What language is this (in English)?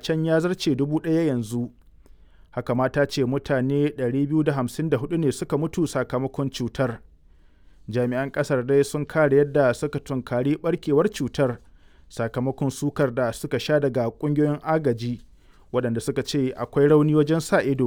Hausa